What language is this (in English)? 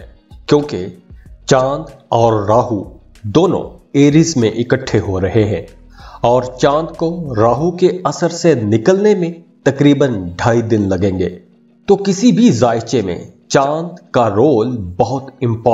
Urdu